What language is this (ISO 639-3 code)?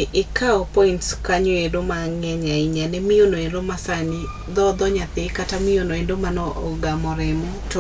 luo